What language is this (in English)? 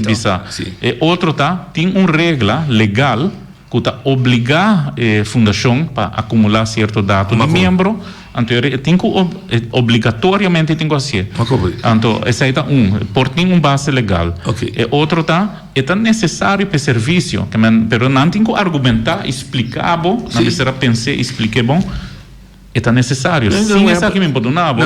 Papiamento